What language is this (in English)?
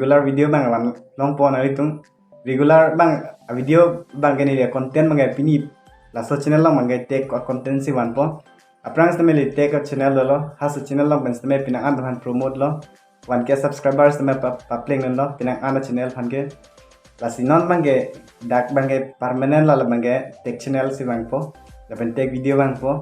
Karbi